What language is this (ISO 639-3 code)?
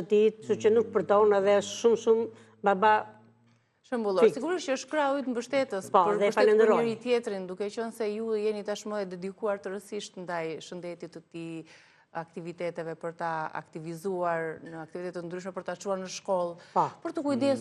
sqi